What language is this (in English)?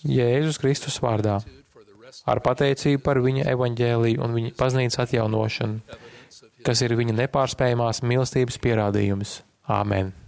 Latvian